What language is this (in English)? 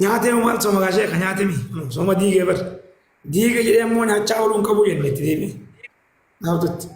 Oromo